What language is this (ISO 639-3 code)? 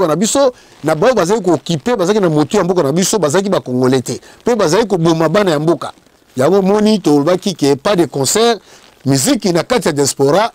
lin